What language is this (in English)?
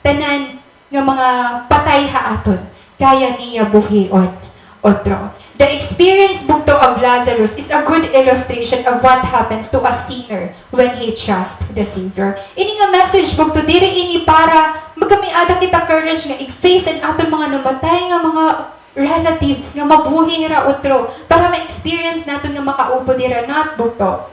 Waray